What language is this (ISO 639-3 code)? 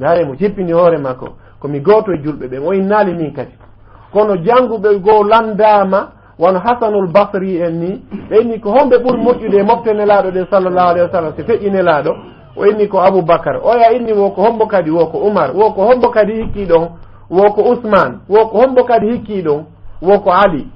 ful